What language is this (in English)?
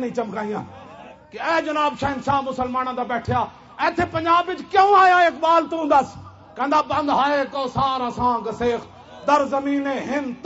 Western Panjabi